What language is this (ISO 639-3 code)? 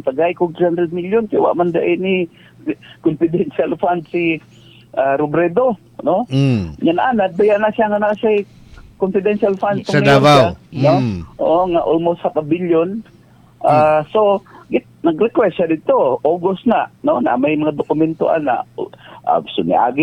ceb